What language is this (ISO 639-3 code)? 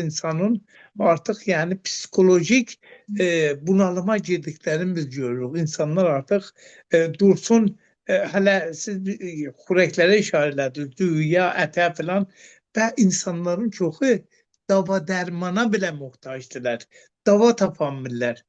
aze